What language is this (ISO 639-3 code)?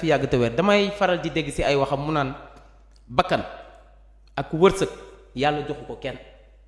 wol